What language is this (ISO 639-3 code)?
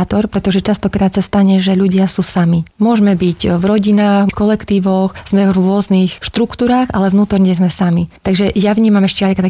slk